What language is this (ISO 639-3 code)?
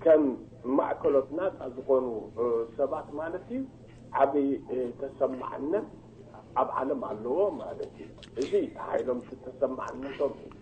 tir